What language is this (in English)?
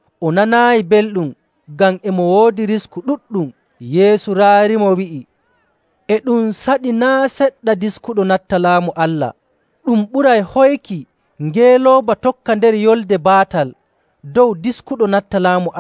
Nigerian Fulfulde